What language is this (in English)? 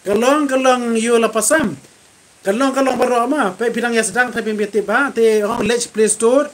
Khasi